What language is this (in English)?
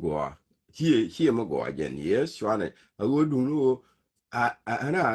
Nuer